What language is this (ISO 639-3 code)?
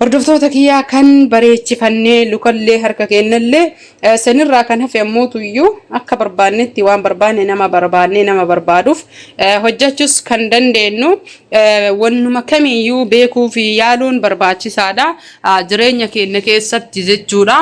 orm